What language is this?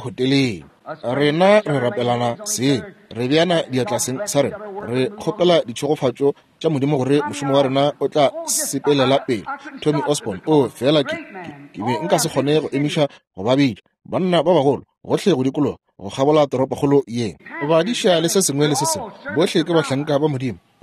Northern Sotho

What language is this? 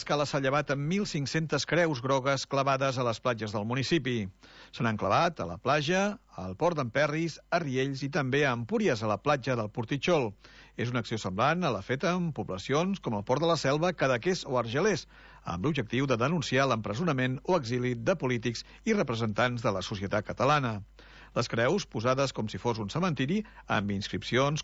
Catalan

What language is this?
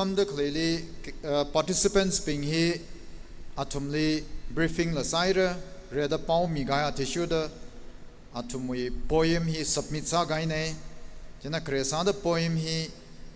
Tangkhul Naga (India)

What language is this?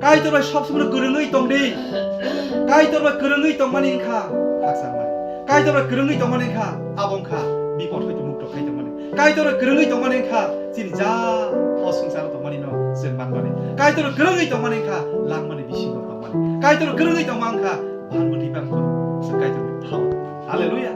Kok Borok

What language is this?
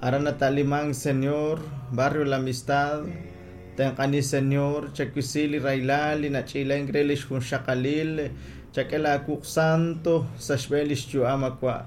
Kekchí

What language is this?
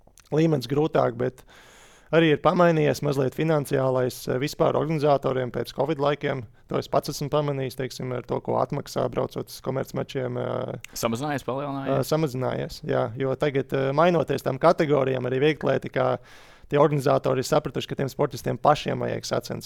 Latvian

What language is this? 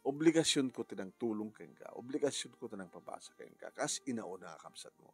Iloko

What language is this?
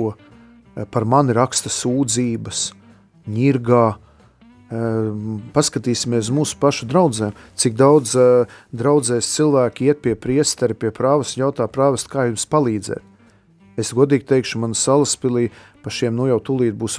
Latvian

